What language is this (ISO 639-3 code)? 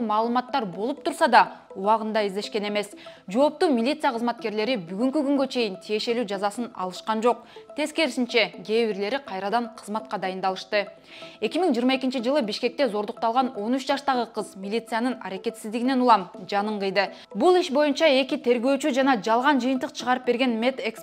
kir